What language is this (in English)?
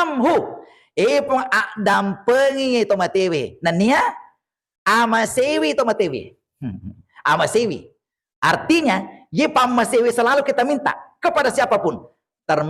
Buginese